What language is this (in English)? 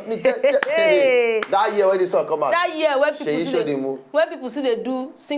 Nigerian Pidgin